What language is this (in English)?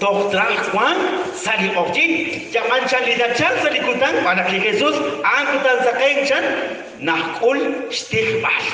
Kekchí